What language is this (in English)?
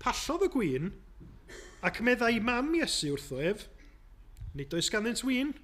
Welsh